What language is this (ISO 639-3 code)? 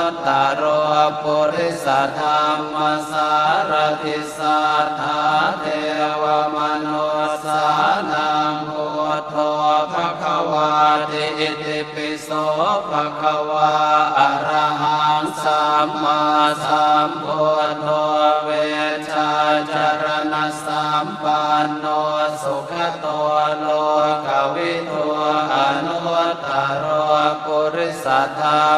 pli